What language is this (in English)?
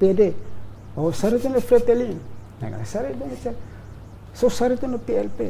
Tetum